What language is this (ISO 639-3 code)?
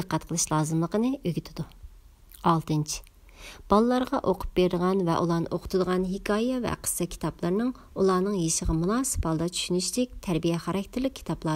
uig